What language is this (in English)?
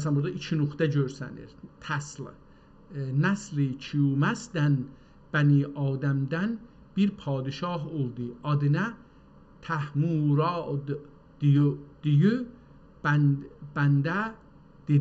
South Azerbaijani